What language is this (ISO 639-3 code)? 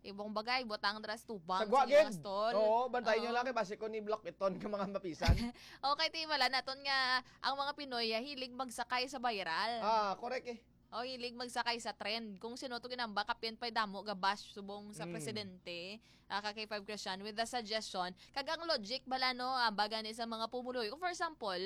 hil